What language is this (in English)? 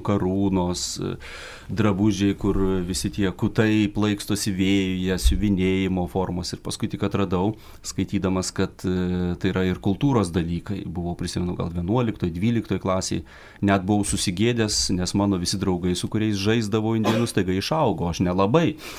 Lithuanian